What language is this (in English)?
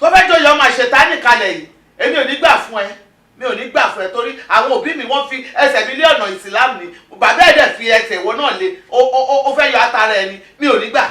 Yoruba